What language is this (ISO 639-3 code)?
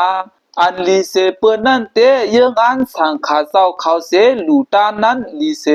shn